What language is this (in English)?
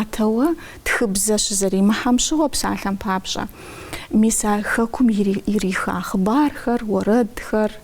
Kabardian